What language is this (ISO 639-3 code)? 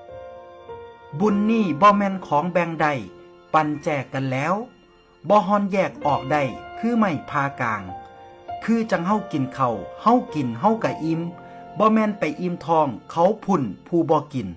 lao